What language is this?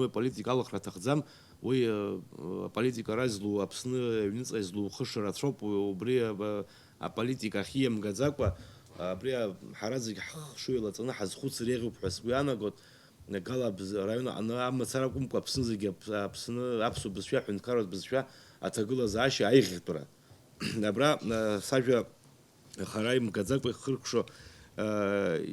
Abkhazian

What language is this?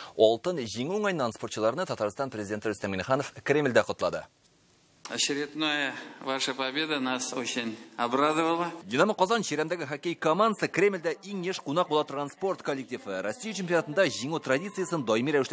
Tatar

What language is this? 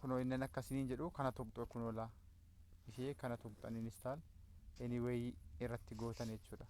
Oromo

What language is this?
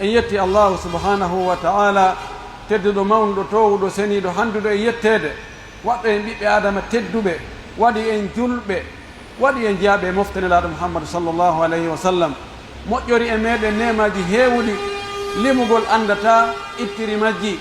Pular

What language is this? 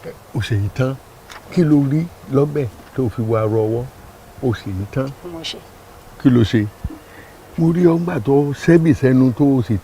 Yoruba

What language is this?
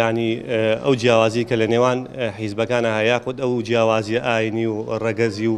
Central Kurdish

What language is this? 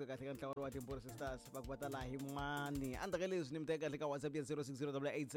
Tsonga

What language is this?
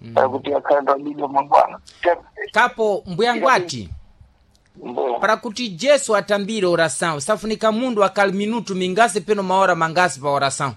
Sena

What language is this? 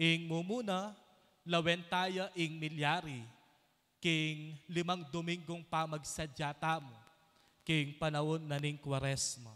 Pampanga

